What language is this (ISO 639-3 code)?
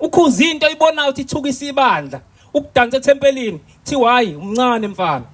zul